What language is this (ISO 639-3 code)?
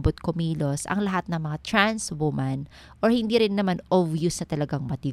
fil